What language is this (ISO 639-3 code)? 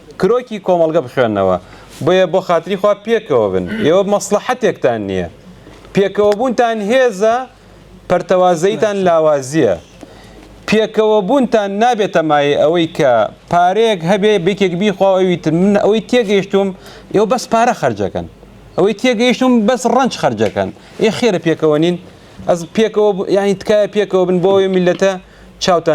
ckb